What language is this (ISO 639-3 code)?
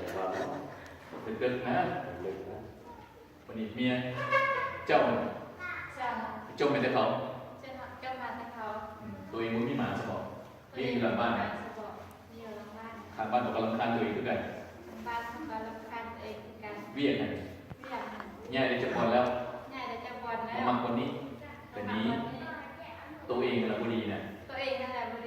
lao